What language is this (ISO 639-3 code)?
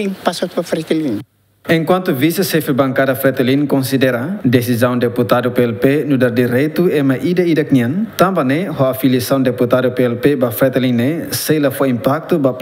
tet